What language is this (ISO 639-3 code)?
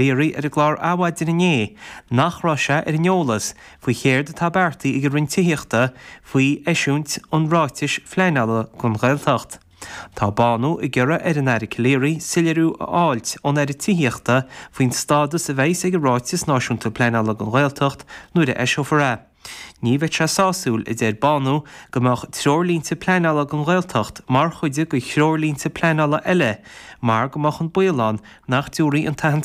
gle